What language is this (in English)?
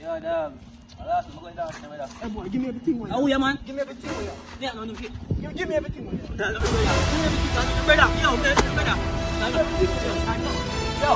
Jamaican Creole English